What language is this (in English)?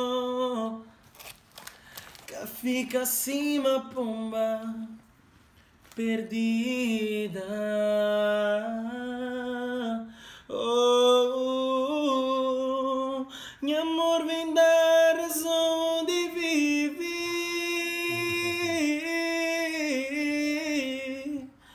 Portuguese